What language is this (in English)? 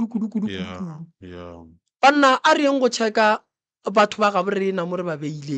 Northern Sotho